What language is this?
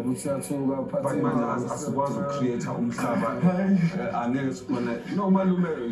Zulu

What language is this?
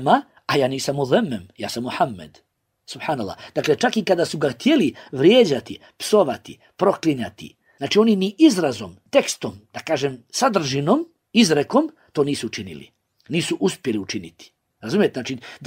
Bosnian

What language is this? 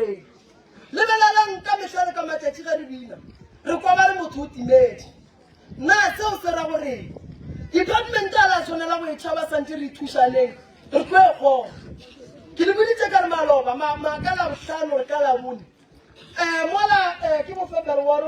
Northern Sotho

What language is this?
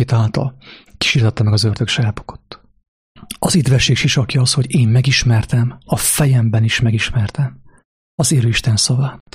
Hungarian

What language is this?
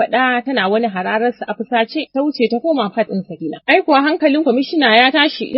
Hausa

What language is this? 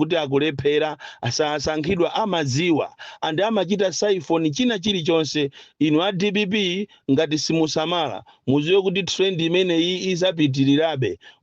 Nyanja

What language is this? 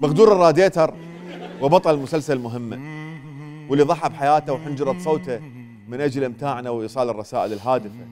Mesopotamian Arabic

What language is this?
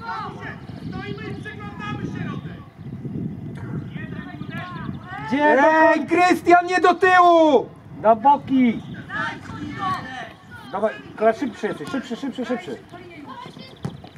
Polish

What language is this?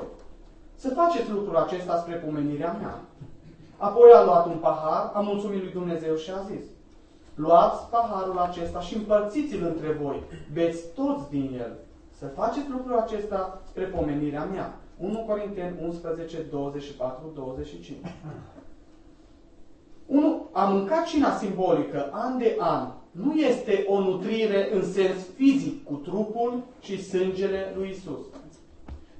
Romanian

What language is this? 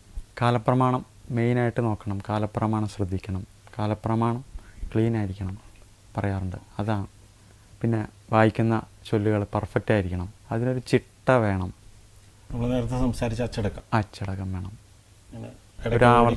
Malayalam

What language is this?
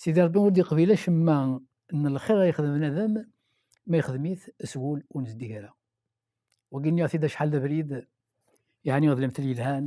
Kabyle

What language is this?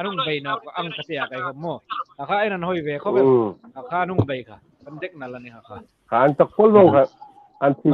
Hmar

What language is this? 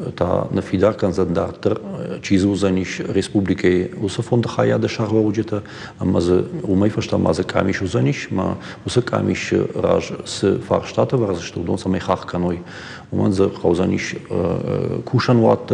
Ossetic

